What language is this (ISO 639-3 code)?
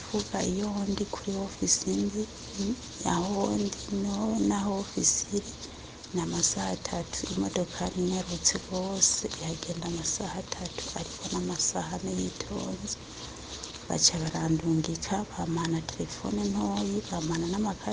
run